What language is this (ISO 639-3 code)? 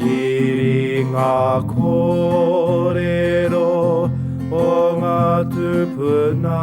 mri